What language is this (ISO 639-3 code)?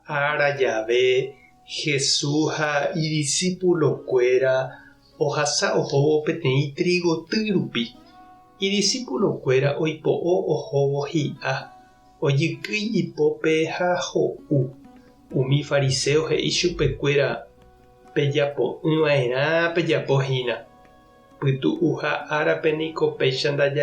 grn